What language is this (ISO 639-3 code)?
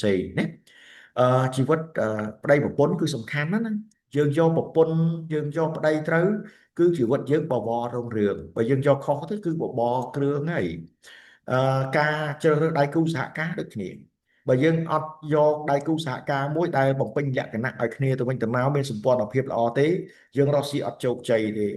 khm